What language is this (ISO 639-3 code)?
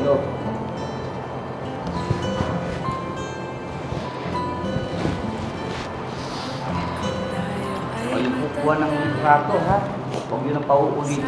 fil